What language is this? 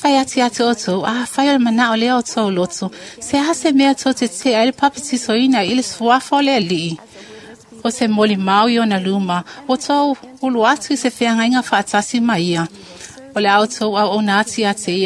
Samoan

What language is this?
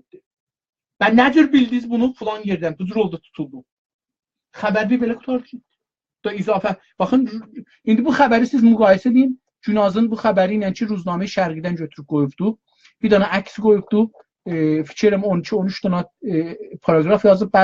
South Azerbaijani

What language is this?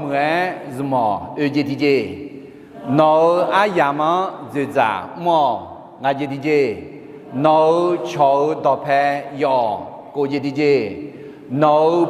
Akha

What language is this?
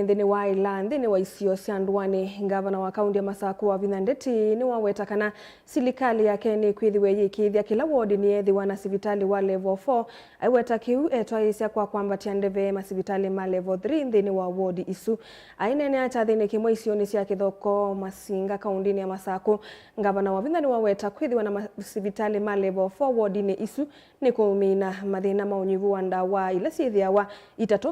Kamba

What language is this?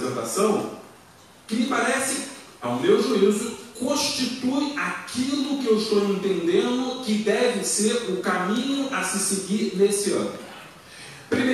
Portuguese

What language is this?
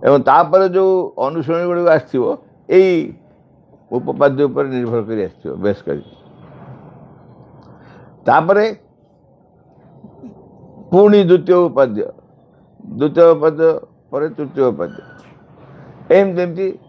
Odia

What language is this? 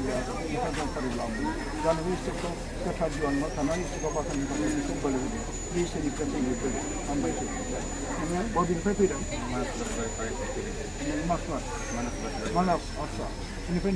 Bodo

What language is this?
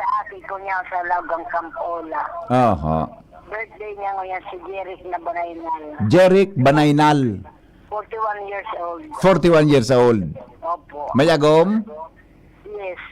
Bikol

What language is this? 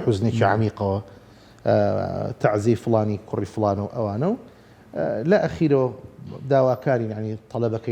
Central Kurdish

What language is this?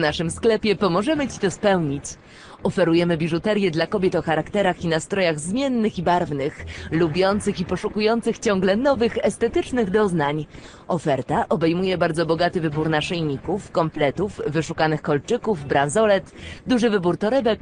Polish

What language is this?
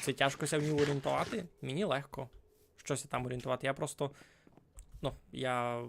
Rusyn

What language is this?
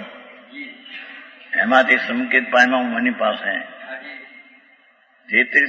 Gujarati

